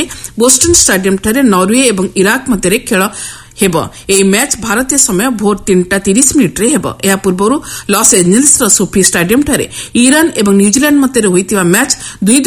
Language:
Odia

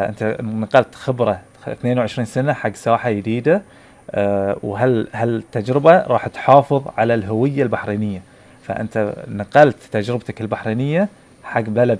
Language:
Gulf Arabic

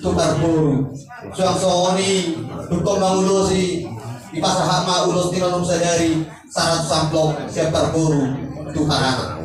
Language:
Batak Toba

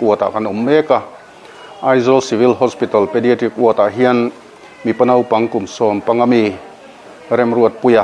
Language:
Mizo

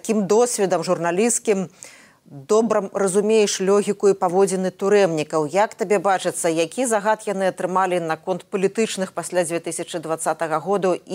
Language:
Belarusian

